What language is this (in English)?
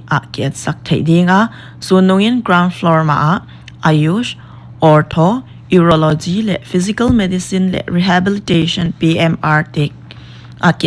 Paite Chin